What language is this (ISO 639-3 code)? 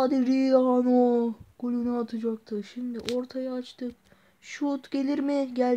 tur